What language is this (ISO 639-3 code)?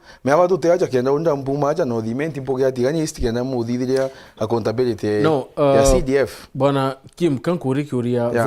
mer